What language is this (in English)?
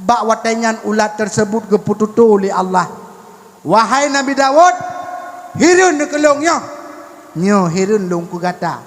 Achinese